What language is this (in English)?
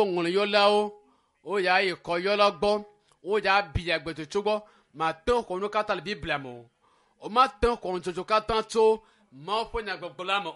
Ewe